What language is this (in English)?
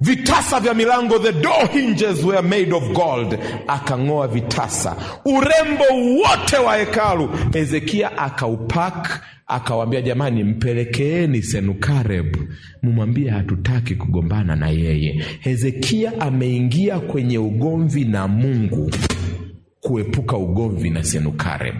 Swahili